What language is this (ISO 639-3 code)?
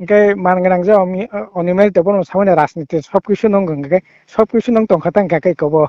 trp